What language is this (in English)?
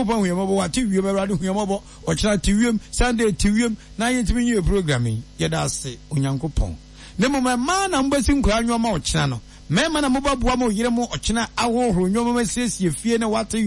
Akan